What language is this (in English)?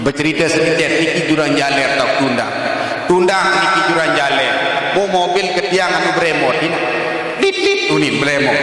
Sasak